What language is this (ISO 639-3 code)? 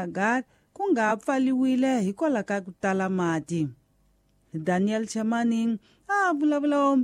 tso